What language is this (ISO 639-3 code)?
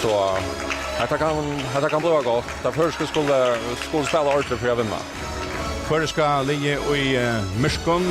fao